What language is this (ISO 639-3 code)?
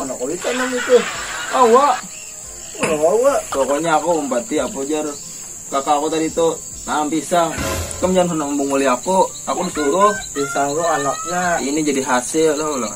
bjn